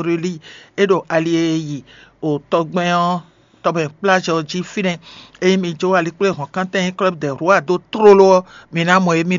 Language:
Fon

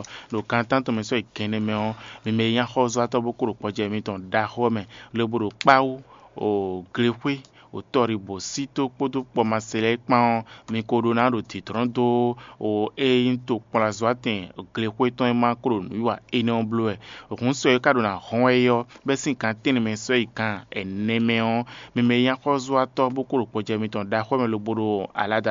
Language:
Fon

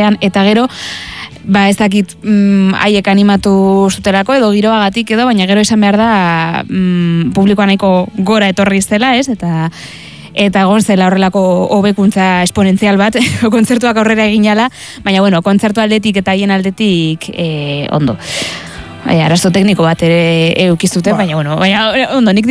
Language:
Basque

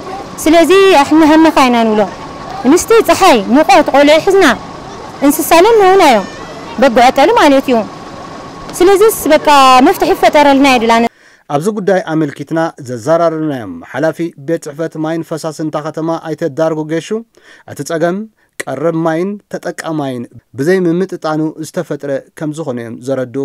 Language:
Tigrinya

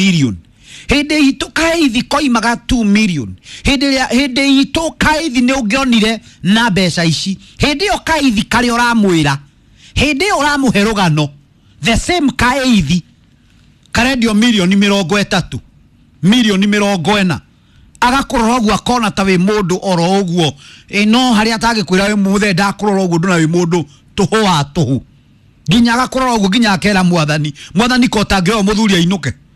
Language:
Kikuyu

